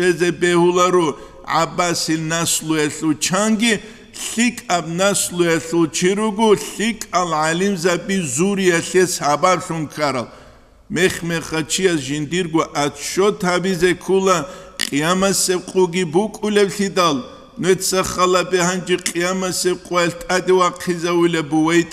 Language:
Avaric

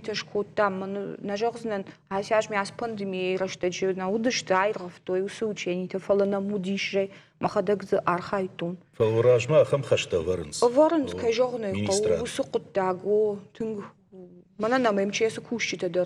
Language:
Ossetic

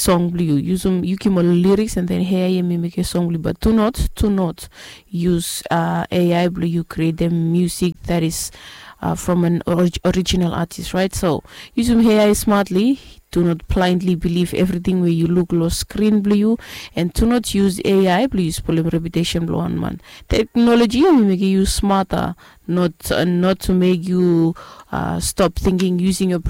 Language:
Bislama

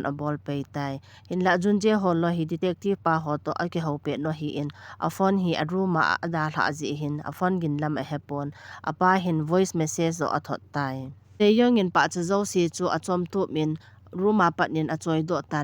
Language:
Thado Chin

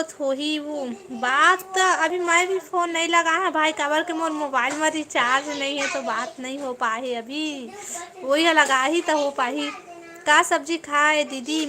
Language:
Chhattisgarhi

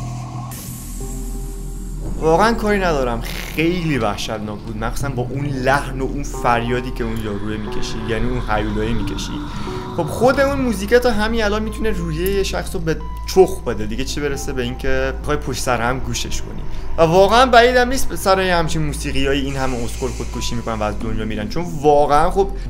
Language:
Persian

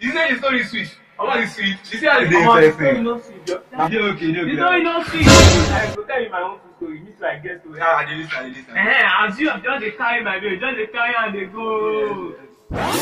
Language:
Nigerian Pidgin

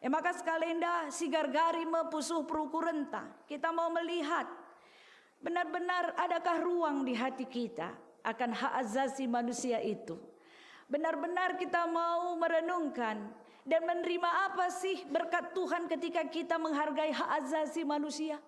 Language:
Batak Karo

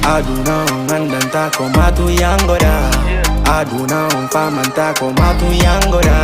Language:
Fula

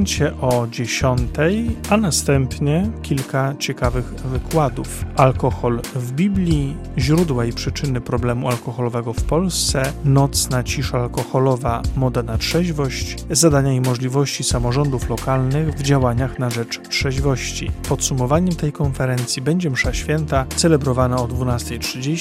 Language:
Polish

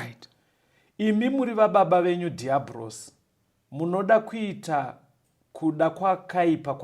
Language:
Shona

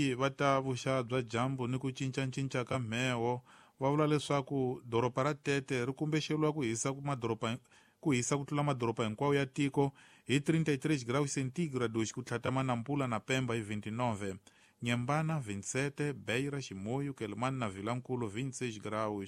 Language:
Tsonga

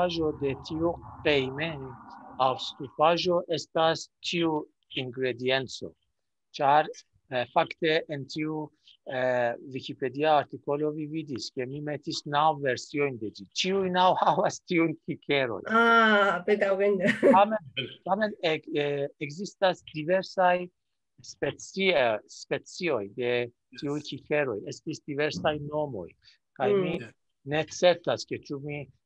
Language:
Esperanto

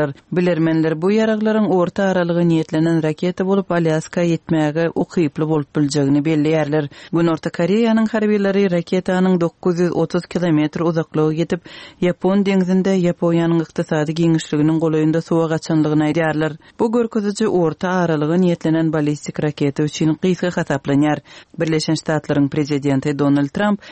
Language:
Turkmen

